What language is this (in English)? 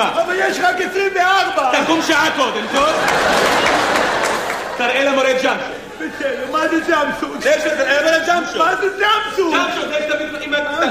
Hebrew